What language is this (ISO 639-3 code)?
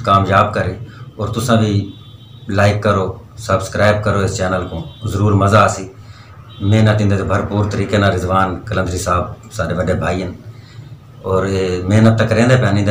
skr